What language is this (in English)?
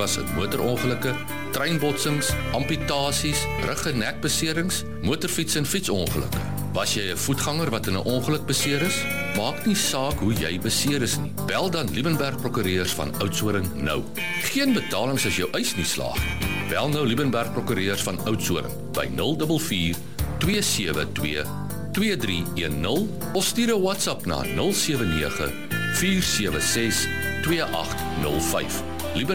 Afrikaans